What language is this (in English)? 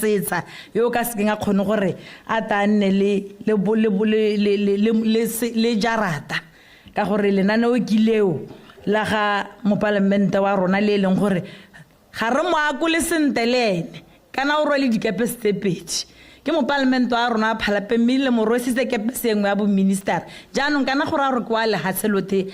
Tswana